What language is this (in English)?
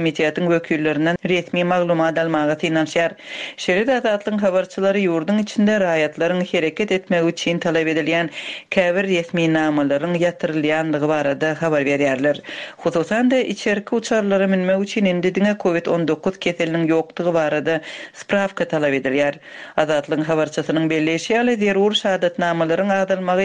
Turkmen